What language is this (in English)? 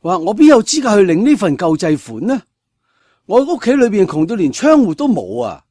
Cantonese